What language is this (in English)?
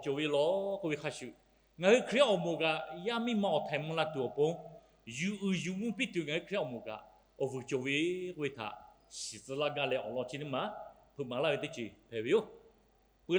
Lahu